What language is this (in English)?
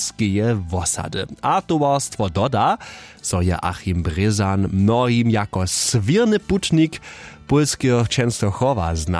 Upper Sorbian